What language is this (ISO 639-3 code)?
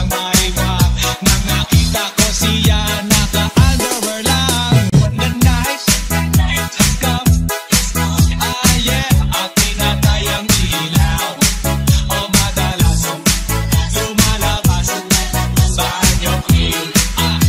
fil